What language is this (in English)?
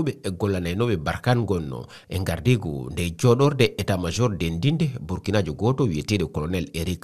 Fula